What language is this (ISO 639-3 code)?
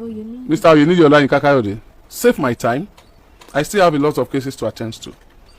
yor